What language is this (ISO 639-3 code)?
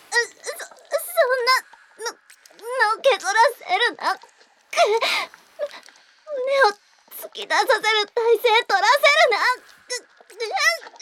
jpn